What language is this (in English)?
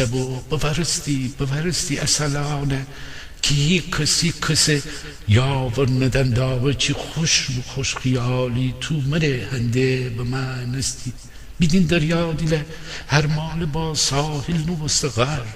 Gilaki